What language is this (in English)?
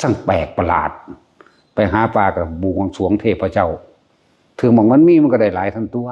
Northeastern Thai